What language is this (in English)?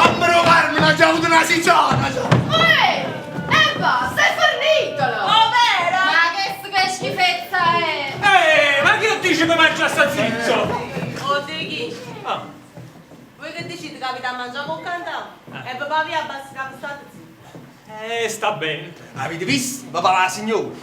Neapolitan